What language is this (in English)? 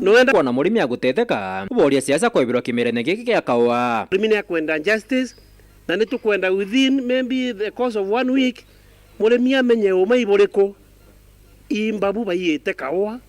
Meru